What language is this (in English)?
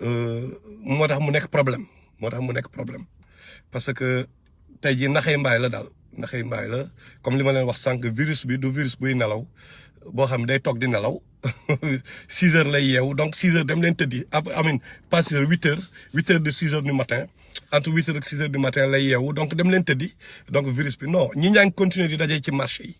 Wolof